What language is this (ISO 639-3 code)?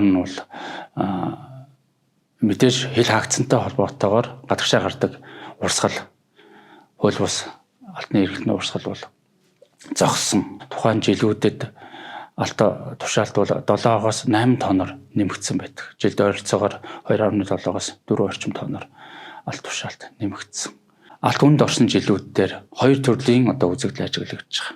mon